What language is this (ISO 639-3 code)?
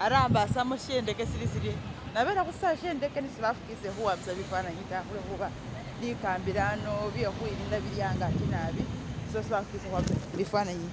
myx